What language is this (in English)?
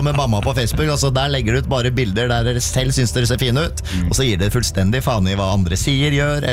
Norwegian